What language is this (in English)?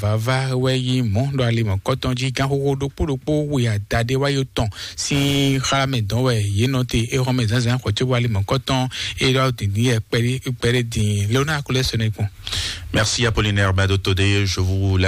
Fon